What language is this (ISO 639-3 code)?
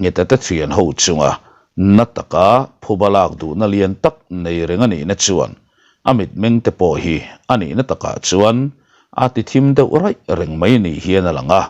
lus